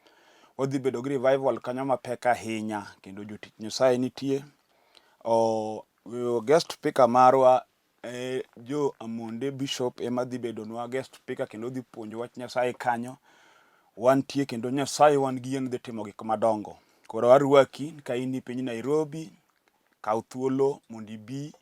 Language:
Luo (Kenya and Tanzania)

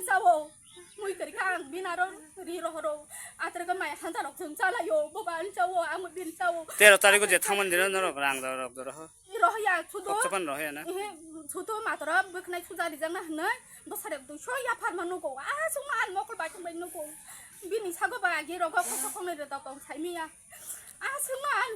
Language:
Kok Borok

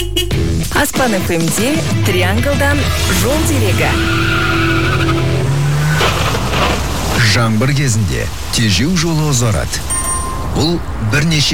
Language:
Kazakh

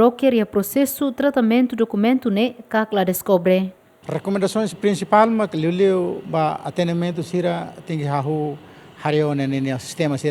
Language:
Tetum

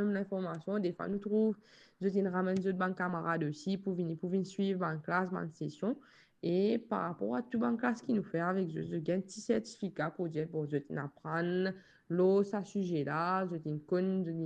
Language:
Morisyen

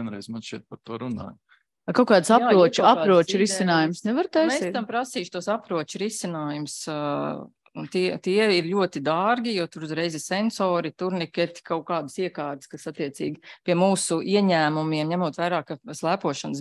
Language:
Latvian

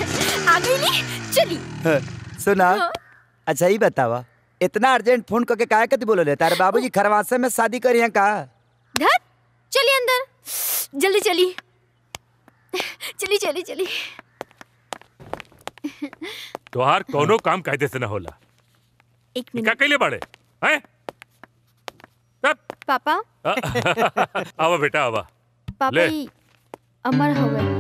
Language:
Bhojpuri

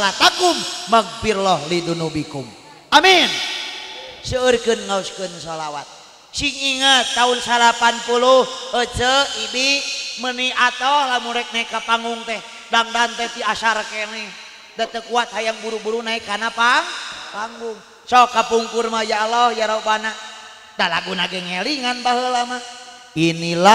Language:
Sundanese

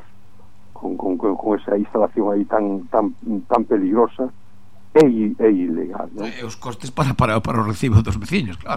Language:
Galician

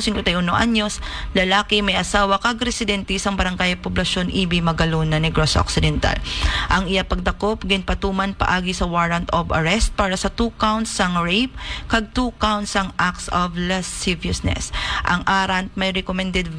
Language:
Hiligaynon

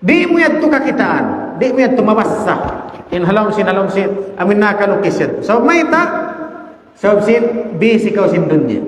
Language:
Tausug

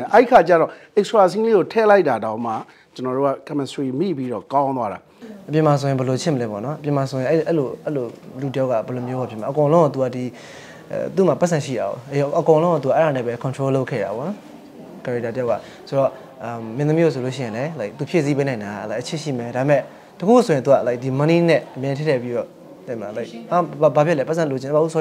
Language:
Burmese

